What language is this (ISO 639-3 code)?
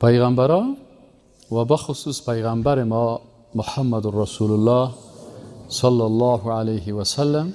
fas